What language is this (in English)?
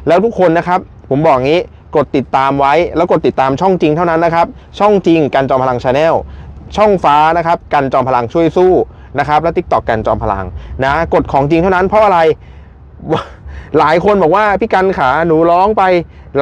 Thai